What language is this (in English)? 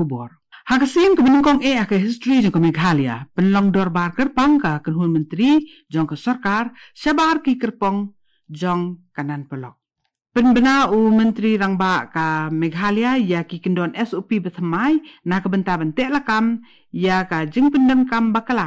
Khasi